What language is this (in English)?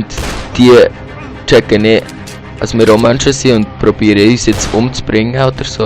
Swiss German